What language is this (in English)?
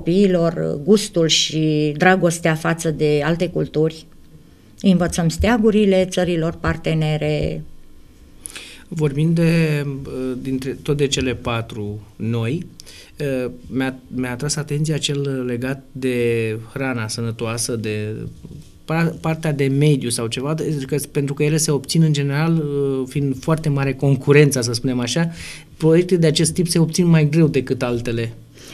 Romanian